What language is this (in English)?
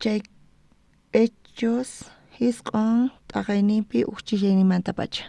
South Bolivian Quechua